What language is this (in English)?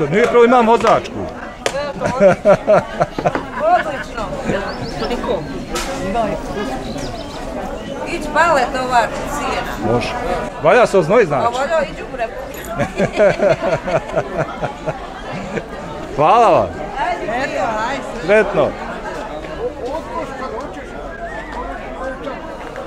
Bosnian